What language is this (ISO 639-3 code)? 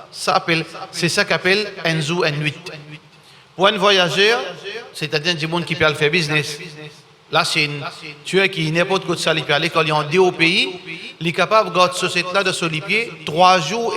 mfe